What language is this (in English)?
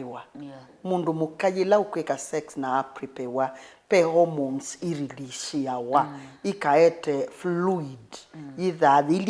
Kamba